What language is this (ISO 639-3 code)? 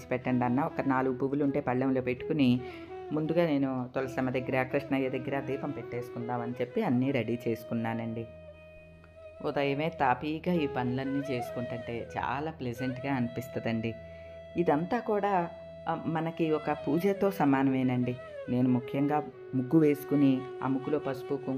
tel